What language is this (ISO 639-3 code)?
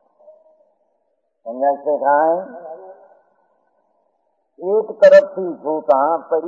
guj